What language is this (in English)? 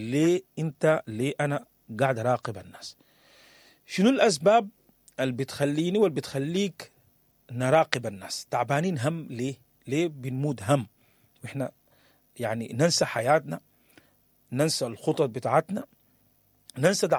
Sudanese Arabic